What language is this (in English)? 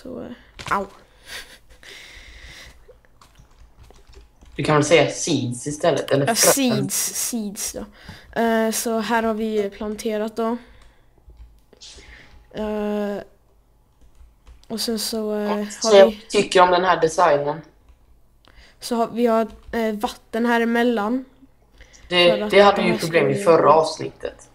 Swedish